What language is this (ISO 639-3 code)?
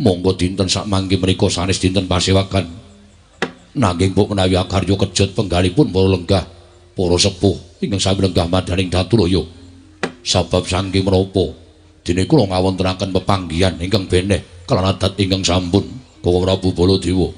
jav